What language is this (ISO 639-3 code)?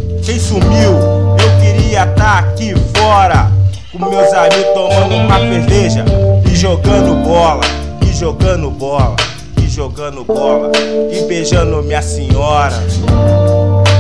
por